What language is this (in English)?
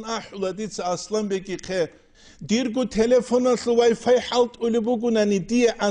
Avaric